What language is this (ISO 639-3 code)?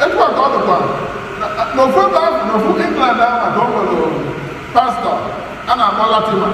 ibo